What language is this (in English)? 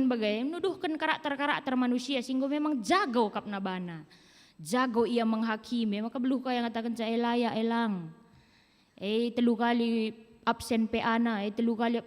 Batak Karo